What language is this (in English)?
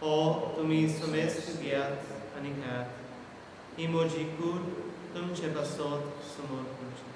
Konkani